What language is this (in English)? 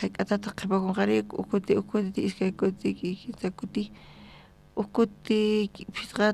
South Bolivian Quechua